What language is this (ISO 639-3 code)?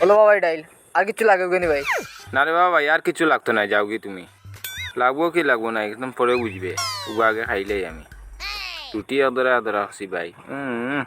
syl